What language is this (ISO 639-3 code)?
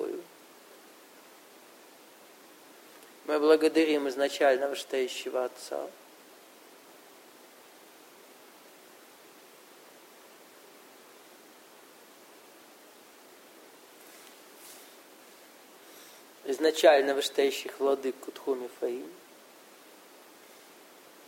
rus